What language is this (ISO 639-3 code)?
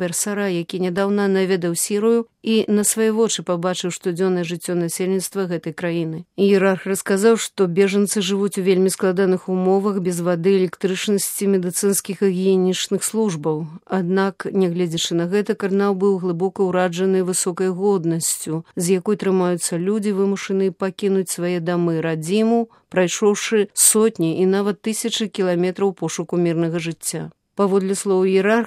bel